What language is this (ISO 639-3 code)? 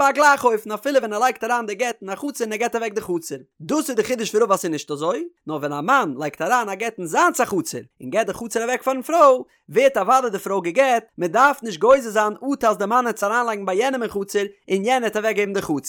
yid